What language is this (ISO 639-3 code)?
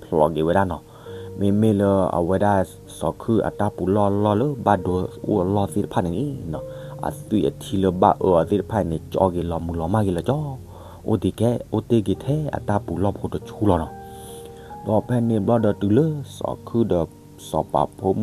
ksw